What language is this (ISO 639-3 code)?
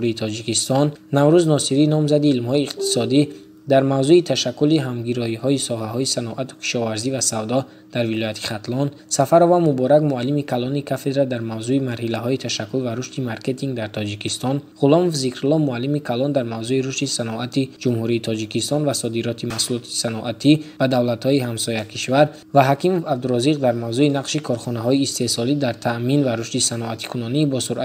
tgk